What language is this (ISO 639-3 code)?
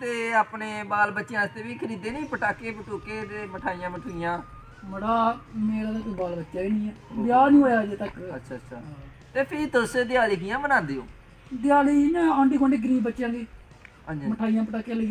doi